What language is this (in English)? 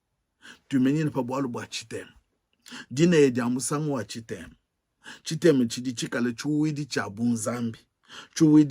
Luba-Lulua